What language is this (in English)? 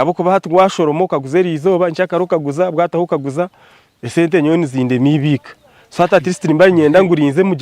Nyankole